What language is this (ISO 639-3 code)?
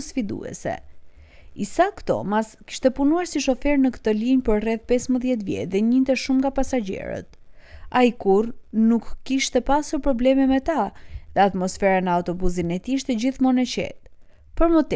sqi